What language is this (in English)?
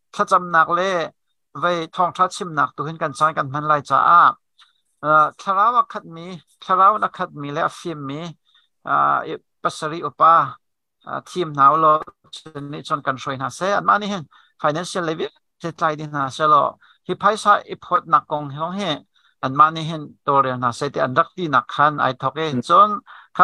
Hakha Chin